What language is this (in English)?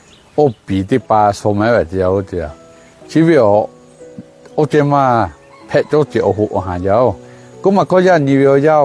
Lahu